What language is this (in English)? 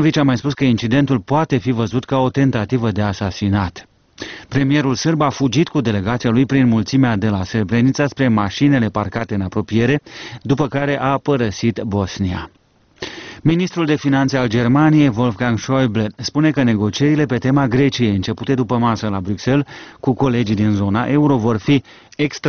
Romanian